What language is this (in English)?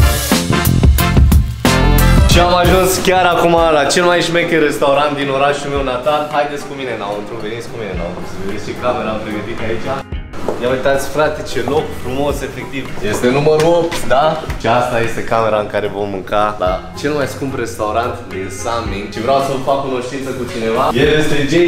Romanian